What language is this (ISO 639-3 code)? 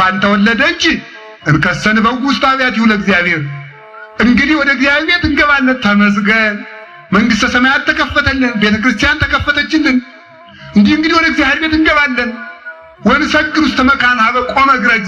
amh